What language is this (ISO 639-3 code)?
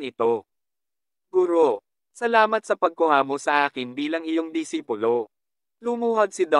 fil